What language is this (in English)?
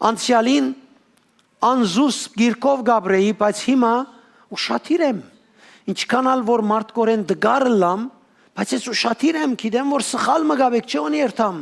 Western Armenian